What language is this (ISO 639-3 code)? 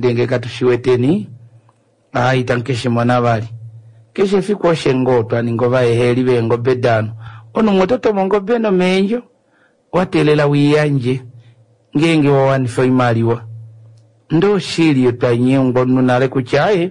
kua